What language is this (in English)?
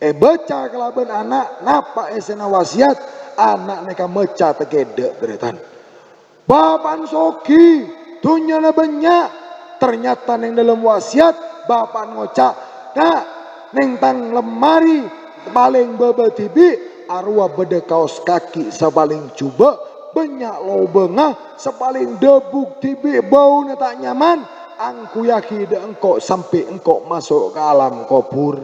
Madurese